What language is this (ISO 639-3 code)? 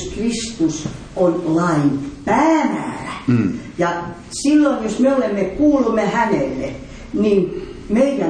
fin